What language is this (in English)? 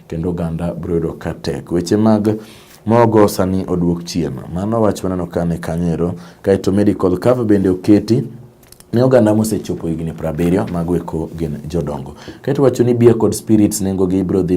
Luo (Kenya and Tanzania)